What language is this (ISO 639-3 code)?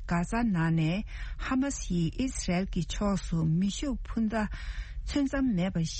bod